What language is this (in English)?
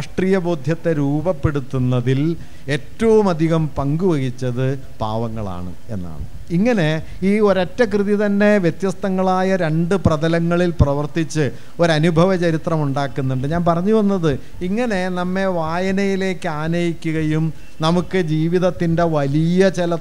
Malayalam